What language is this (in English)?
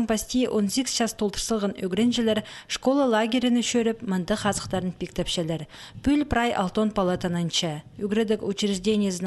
Khakas